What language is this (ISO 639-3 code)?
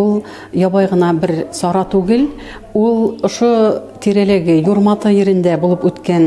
bak